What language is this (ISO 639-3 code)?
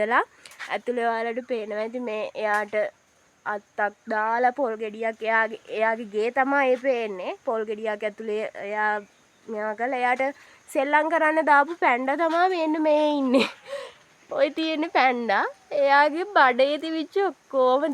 sin